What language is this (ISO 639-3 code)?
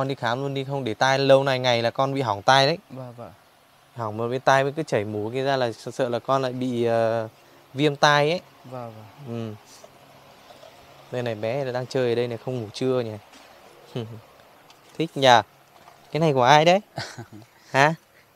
vie